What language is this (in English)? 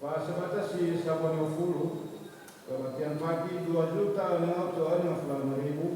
Nias